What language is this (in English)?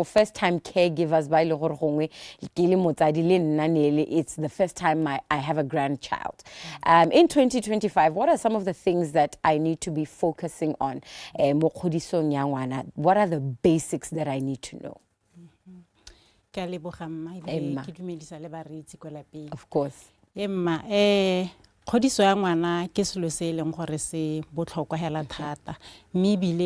Tswana